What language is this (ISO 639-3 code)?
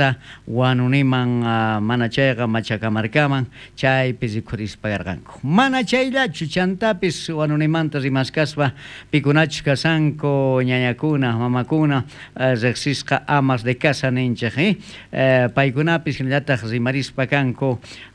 quh